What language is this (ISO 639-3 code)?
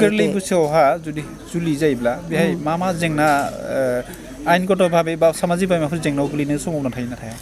brx